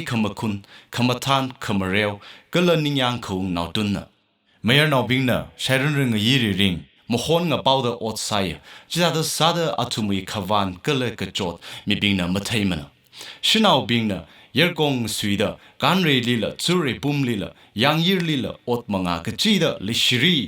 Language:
Tangkhul Naga (India)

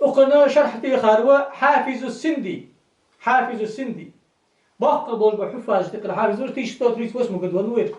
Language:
Ingush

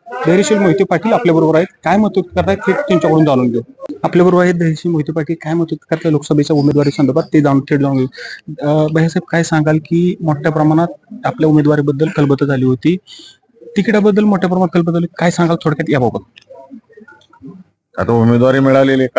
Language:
Marathi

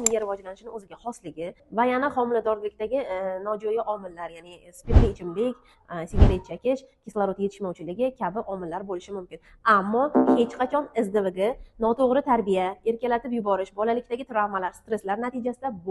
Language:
Uzbek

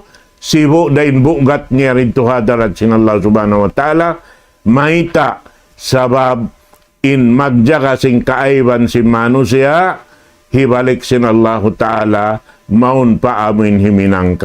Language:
Tausug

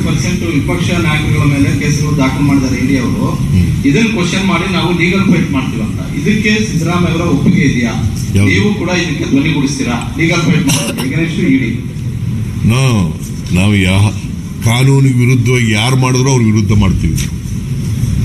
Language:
Kannada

